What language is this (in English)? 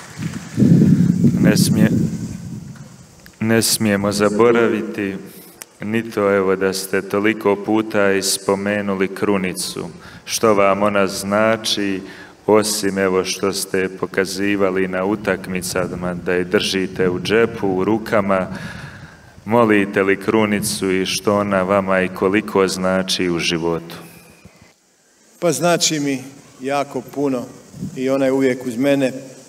Croatian